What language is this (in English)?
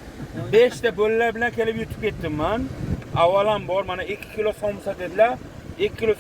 Uzbek